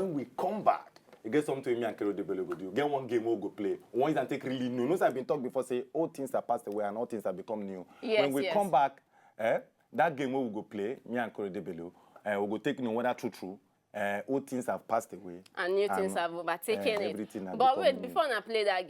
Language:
Nigerian Pidgin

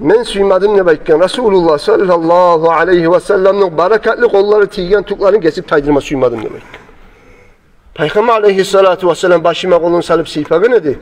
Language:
Kumyk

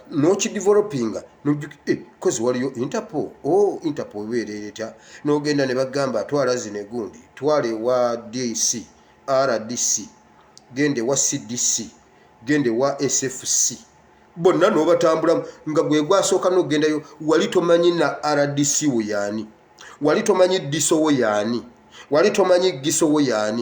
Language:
Ganda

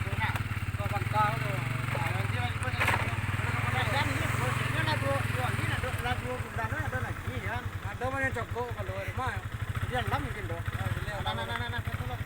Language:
Minangkabau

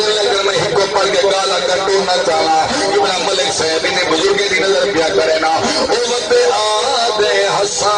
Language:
Saraiki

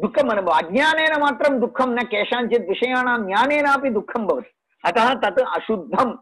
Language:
Sanskrit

